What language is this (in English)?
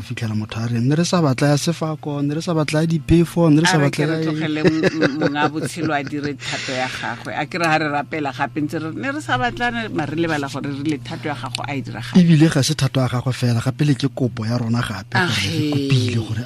Tswana